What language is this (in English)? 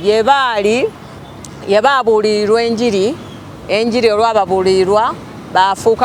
Soga